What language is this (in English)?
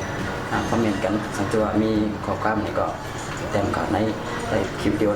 Shan